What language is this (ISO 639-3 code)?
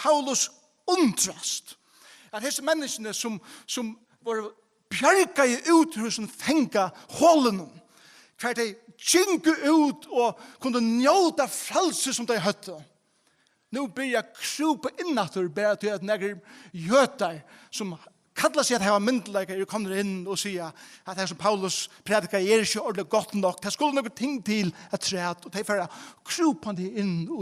fao